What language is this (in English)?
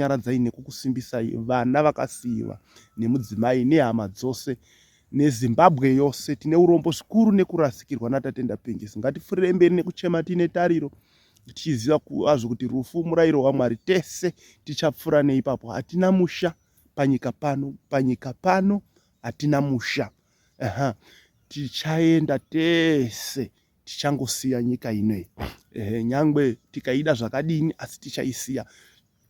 Shona